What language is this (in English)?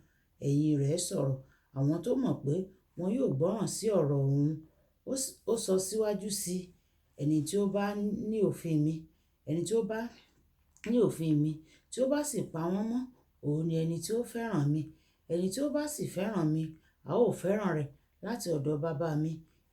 Yoruba